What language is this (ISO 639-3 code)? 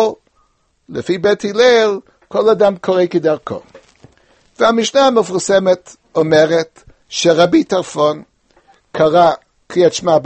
heb